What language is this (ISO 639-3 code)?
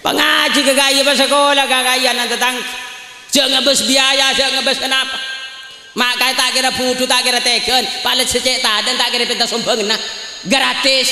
mad